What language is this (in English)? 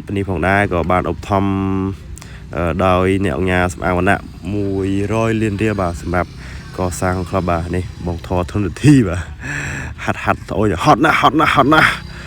Khmer